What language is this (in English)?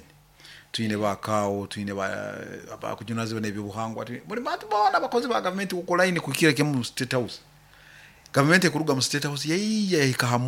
Nyoro